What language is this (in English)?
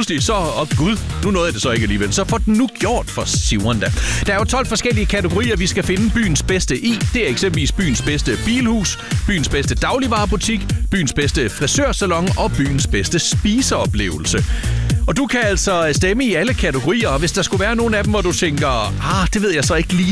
Danish